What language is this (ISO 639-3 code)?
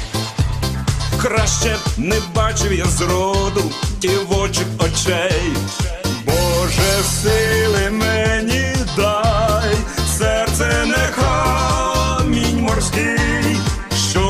ukr